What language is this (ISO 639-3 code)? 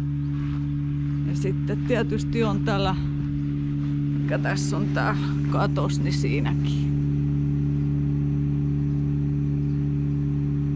fin